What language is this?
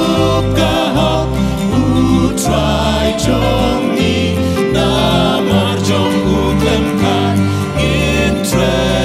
Khasi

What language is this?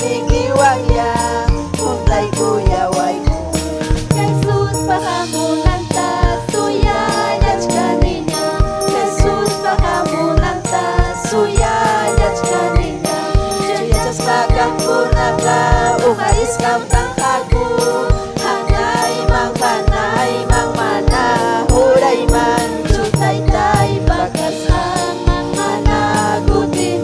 Ayacucho Quechua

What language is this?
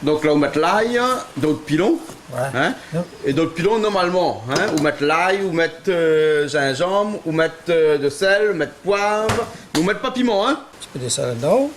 Réunion Creole French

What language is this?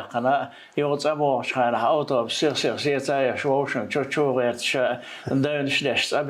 Chechen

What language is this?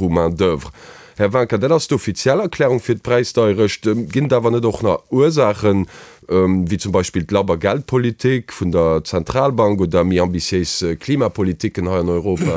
Luxembourgish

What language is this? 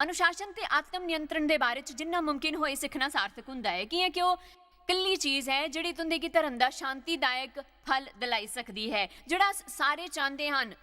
Dogri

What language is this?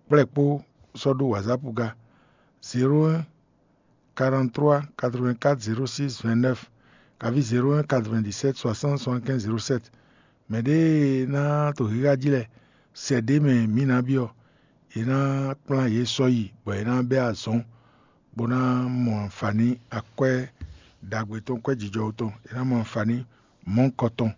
Fon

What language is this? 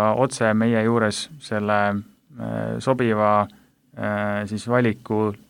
Estonian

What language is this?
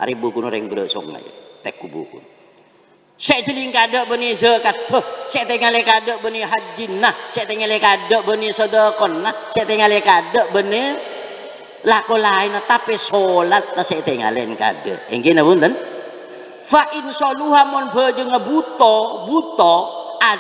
Madurese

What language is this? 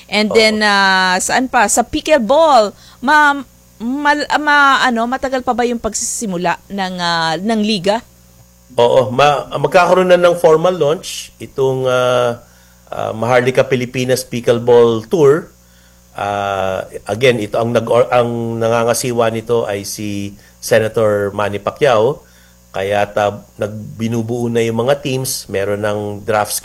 Filipino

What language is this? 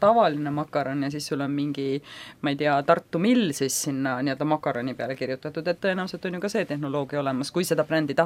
Estonian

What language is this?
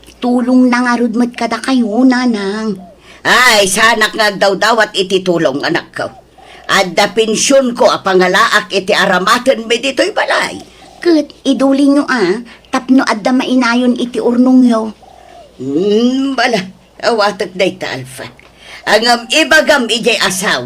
Iloko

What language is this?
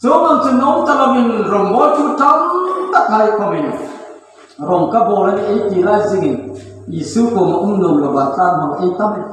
Hmar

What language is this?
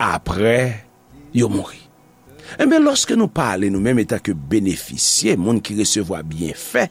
Haitian Creole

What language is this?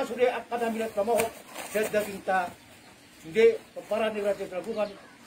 Batak Toba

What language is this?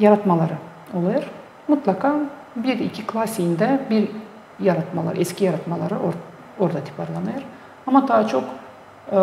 Gagauz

